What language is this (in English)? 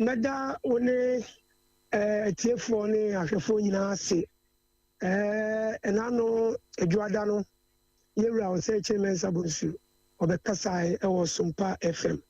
Akan